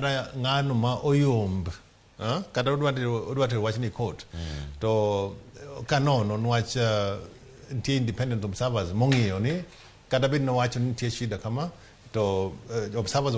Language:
Luo (Kenya and Tanzania)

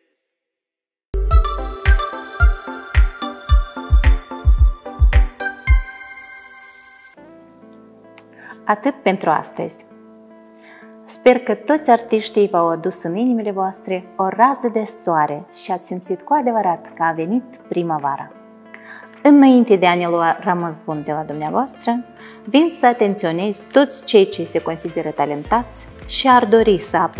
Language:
Romanian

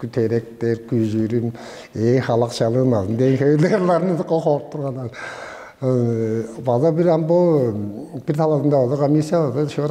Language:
Tuvinian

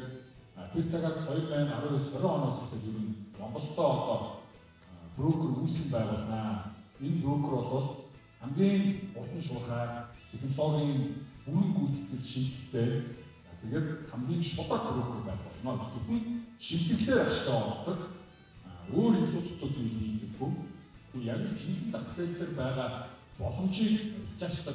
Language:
Mongolian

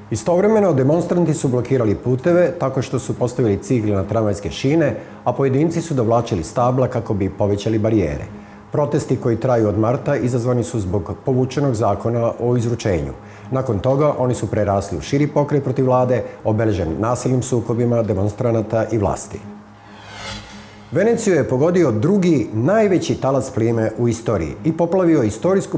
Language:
Serbian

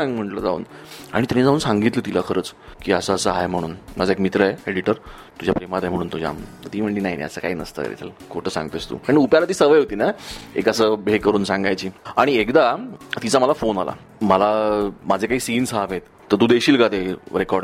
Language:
Marathi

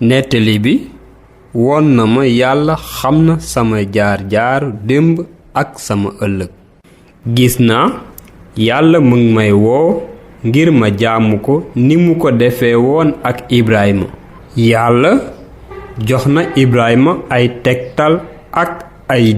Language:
Wolof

